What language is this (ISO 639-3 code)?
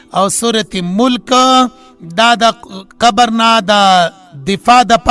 pus